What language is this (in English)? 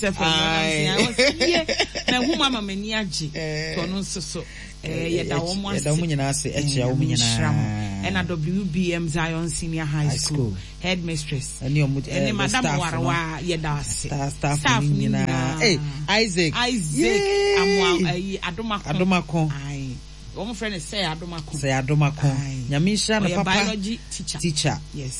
Akan